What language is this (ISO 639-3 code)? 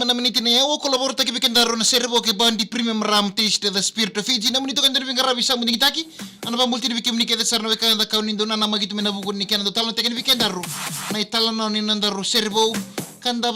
fij